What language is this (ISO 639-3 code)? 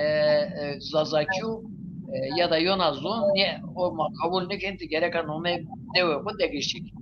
zza